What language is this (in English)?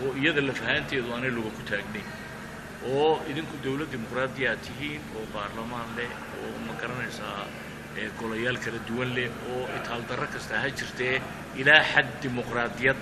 Somali